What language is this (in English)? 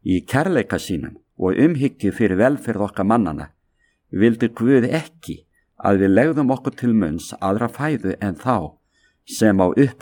Icelandic